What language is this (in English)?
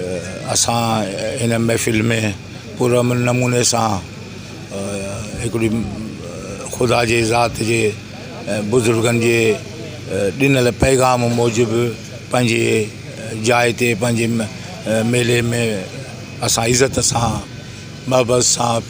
Sindhi